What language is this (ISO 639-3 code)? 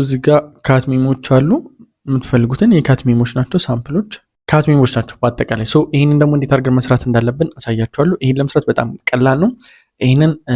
amh